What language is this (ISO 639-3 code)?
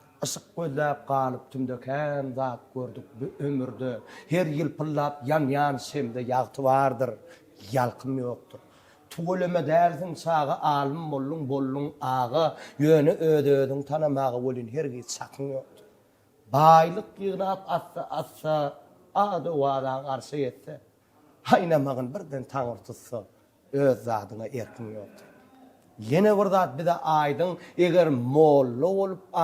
tuk